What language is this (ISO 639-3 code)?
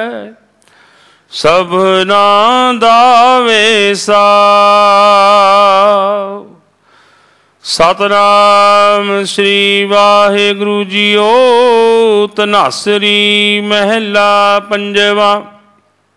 pan